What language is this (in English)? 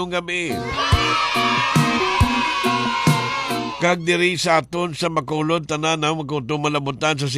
Hiligaynon